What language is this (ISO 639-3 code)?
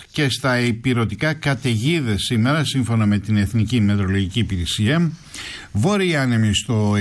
ell